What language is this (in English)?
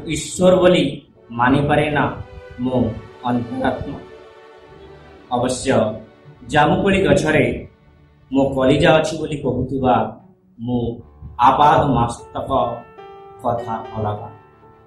Odia